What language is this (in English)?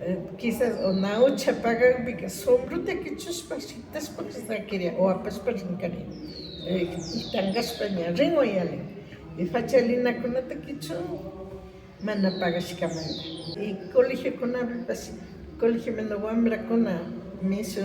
Imbabura Highland Quichua